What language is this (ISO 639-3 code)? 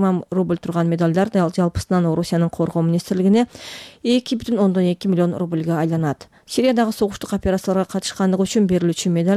kir